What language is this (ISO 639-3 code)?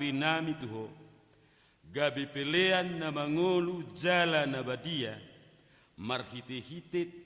bbc